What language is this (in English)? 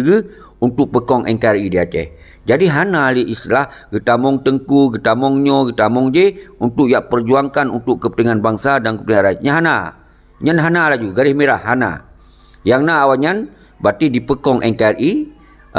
Achinese